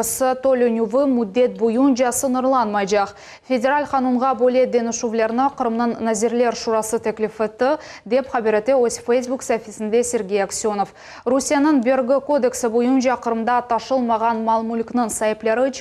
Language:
Crimean Tatar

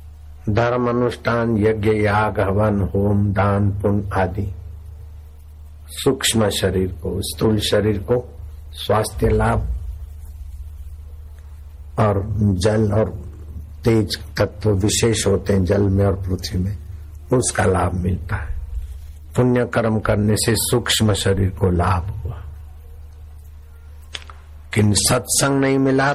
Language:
Hindi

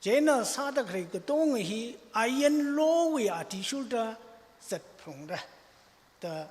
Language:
Tangkhul Naga (India)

